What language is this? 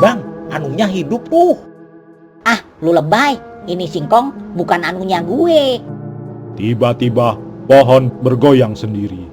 Betawi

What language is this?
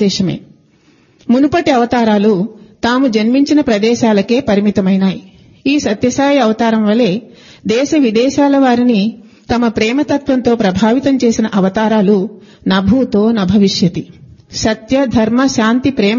Telugu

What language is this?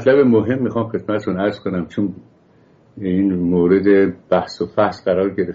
Persian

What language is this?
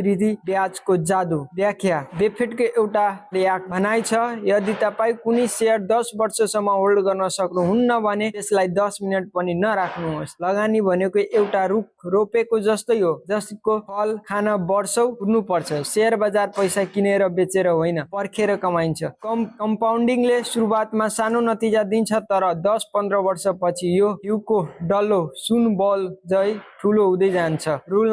Nepali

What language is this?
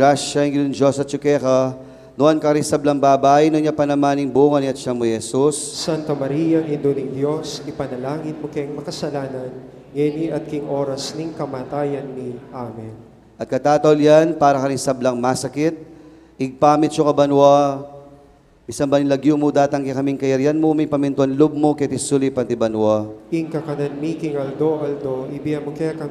Pampanga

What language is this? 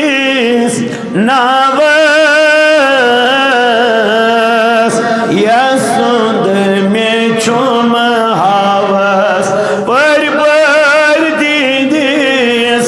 Kashmiri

